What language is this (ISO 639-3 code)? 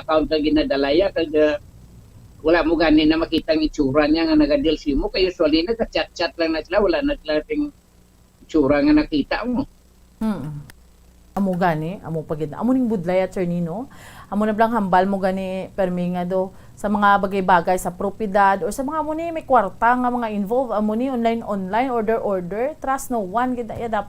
hil